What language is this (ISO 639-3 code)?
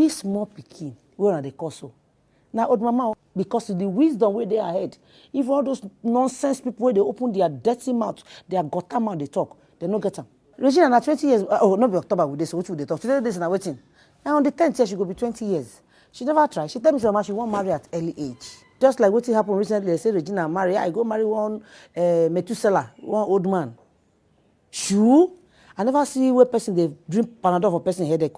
pcm